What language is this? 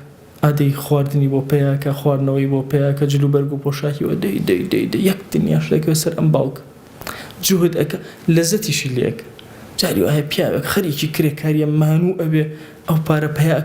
Central Kurdish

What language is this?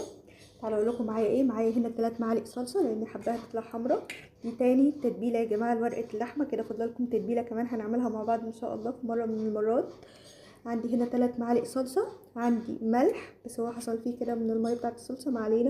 Egyptian Arabic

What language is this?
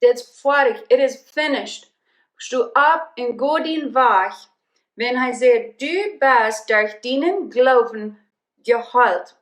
Plautdietsch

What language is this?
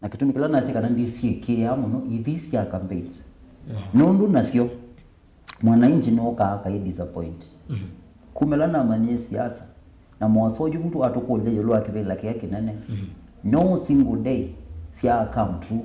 Kamba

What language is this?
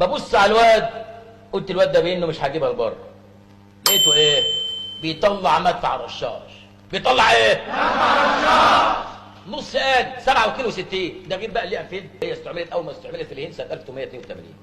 Egyptian Arabic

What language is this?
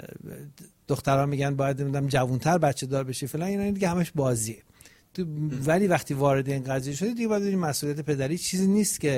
Persian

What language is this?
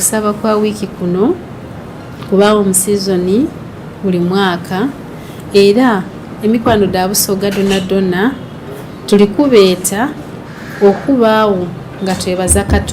Soga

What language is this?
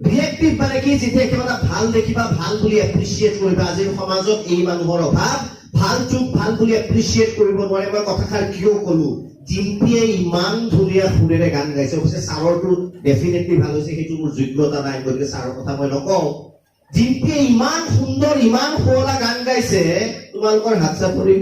Assamese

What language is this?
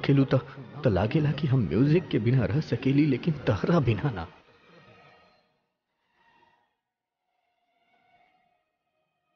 Bhojpuri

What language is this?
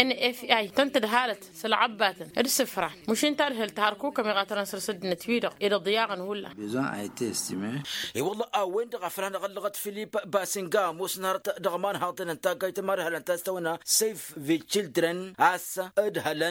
Tamasheq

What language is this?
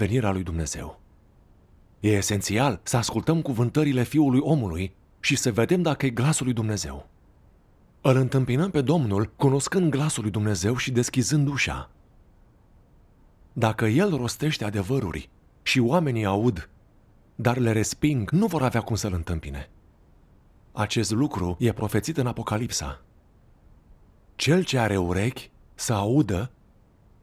Romanian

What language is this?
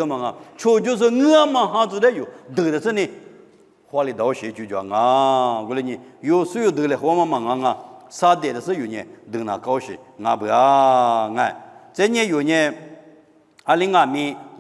Lisu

